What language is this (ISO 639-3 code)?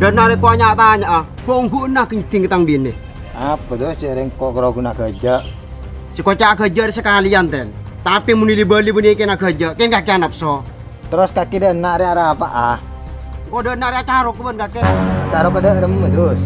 mad